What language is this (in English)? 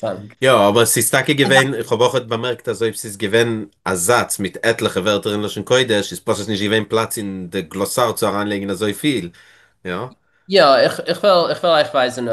Yiddish